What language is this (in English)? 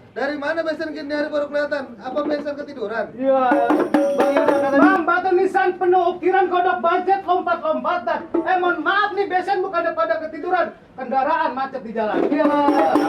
Betawi